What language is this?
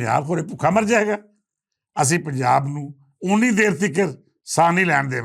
Western Panjabi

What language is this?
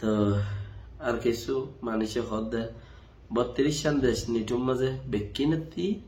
Rohingya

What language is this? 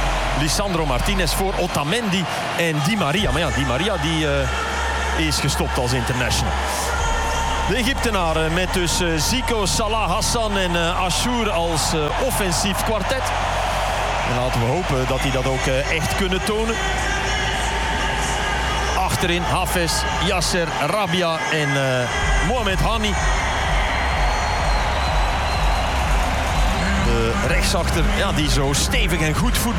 Dutch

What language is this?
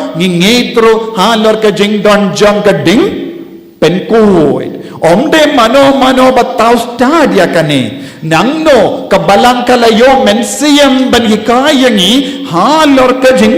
Khasi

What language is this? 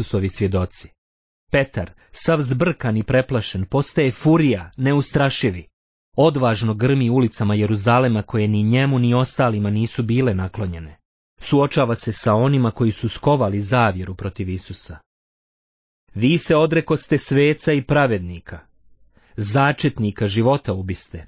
Bosnian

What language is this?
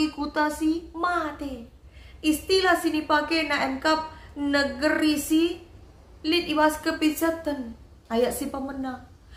Batak Karo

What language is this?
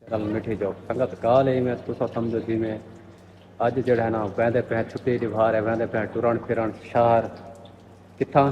Saraiki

